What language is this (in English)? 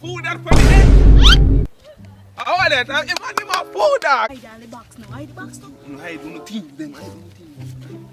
Jamaican Creole English